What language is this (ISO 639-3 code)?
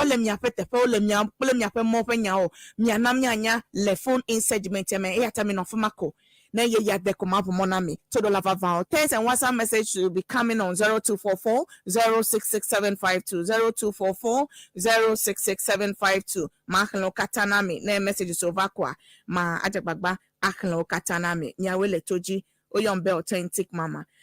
ewe